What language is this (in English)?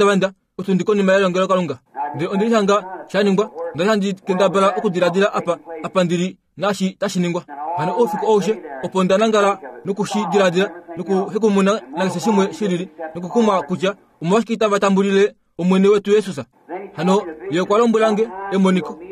Kuanyama